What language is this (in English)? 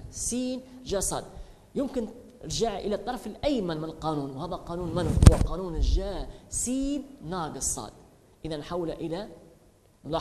Arabic